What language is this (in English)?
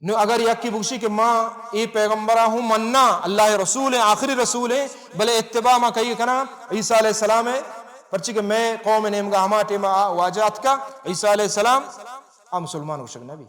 Baluchi